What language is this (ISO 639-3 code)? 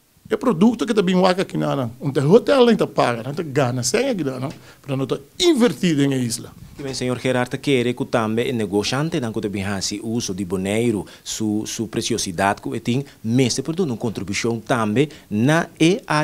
pap